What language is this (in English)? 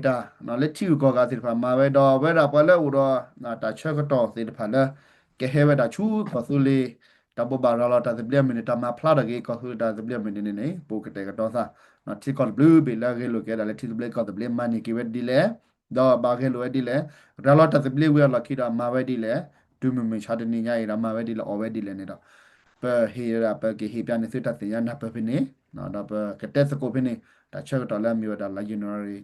S'gaw Karen